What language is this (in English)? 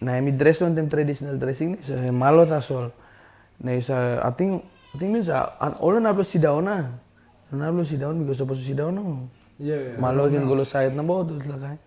Tok Pisin